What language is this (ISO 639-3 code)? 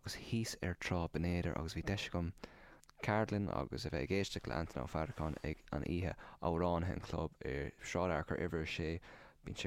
gle